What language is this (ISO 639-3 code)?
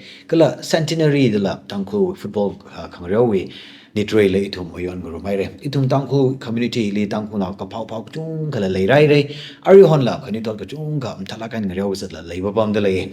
nmf